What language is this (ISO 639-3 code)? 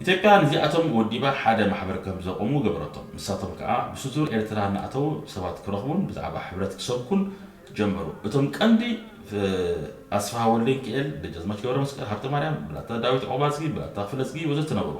tir